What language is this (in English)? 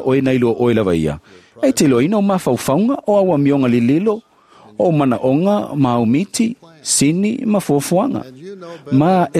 Samoan